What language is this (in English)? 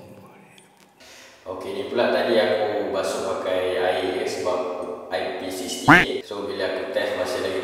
Malay